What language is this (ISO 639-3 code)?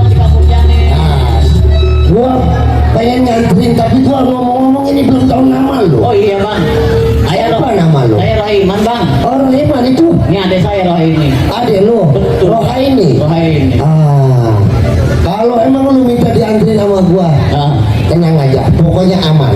bew